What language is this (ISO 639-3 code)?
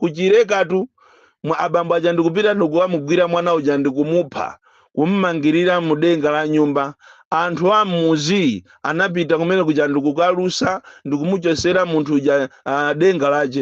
nya